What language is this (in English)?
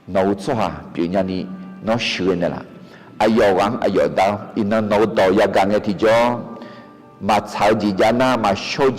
Akha